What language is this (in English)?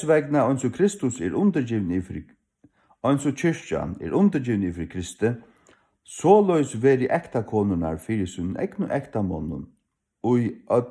Faroese